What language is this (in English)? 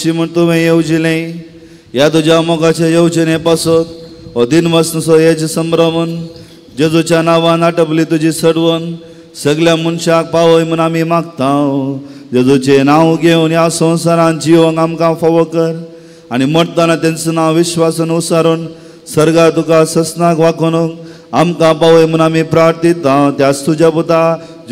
Konkani